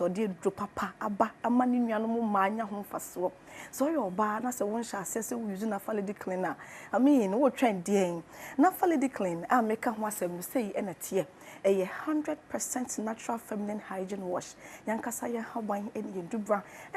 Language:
Akan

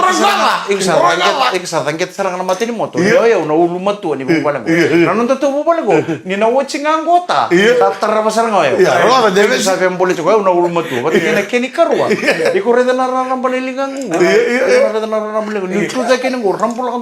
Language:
Fijian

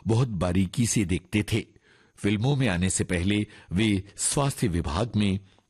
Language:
Hindi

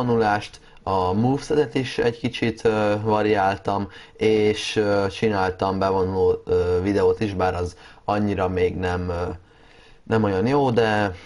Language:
Hungarian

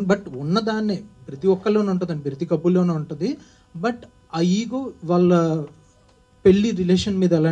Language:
Telugu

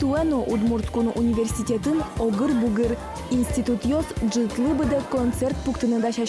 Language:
Udmurt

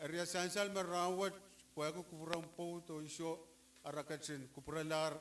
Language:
Pohnpeian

